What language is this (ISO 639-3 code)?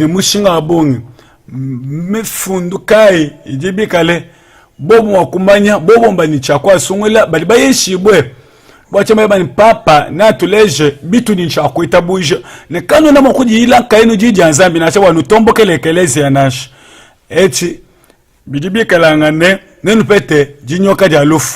lua